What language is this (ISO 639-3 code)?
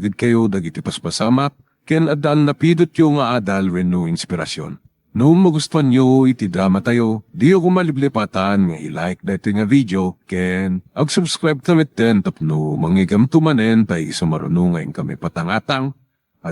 ilo